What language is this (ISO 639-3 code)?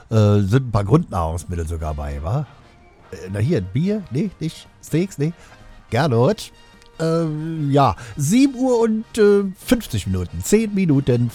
deu